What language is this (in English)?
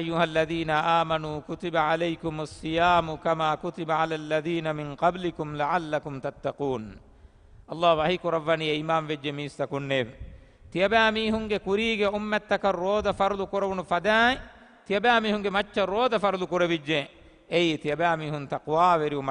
Divehi